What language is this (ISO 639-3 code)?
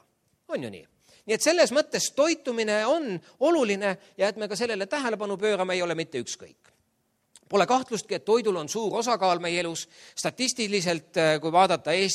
est